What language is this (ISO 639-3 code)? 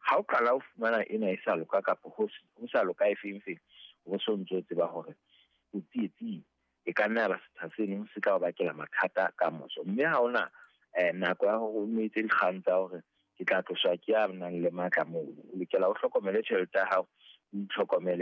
sot